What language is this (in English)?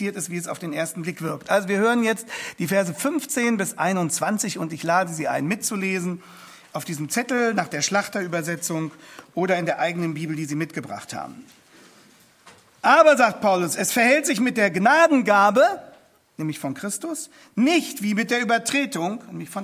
German